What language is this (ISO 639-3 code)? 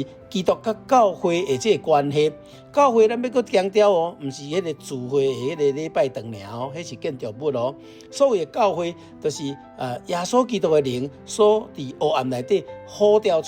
nan